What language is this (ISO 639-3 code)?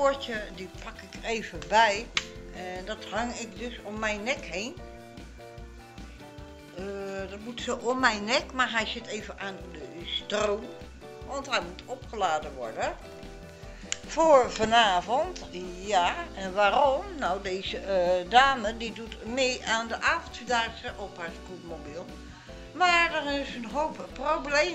nld